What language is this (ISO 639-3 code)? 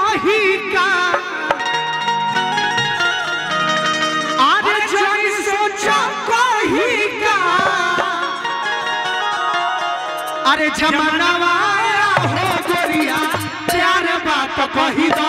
bho